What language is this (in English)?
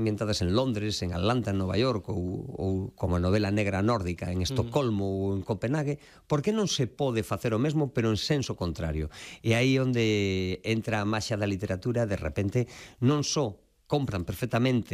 Galician